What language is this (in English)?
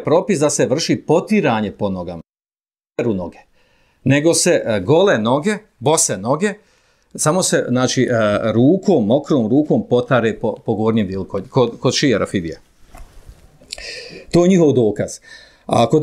Bosnian